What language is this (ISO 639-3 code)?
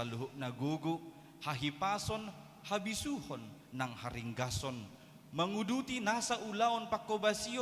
bbc